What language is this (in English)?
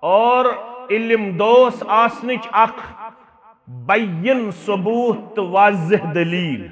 Kashmiri